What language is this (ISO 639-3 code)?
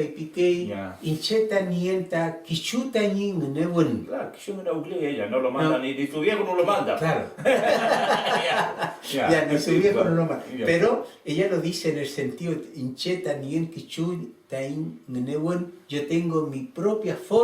arn